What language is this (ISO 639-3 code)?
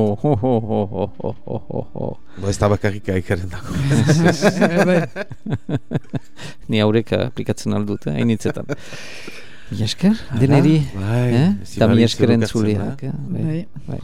eus